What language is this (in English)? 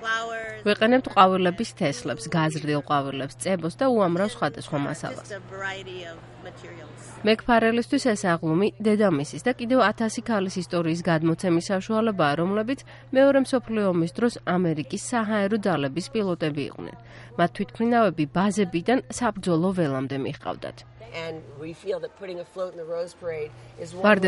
Georgian